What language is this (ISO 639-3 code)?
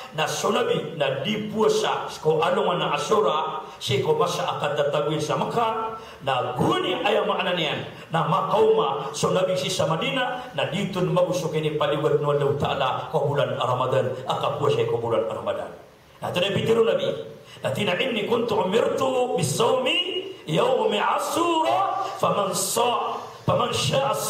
mrw